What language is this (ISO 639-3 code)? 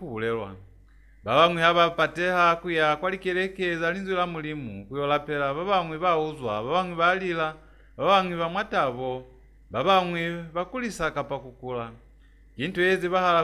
loz